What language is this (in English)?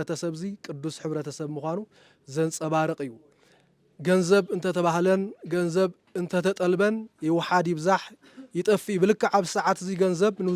Tigrinya